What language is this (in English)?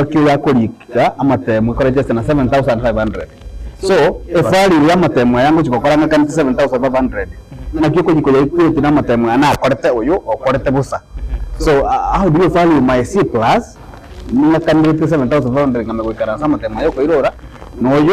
Gusii